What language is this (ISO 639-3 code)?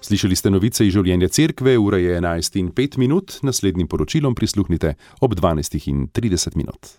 slv